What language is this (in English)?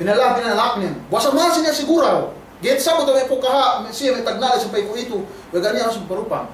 Yakan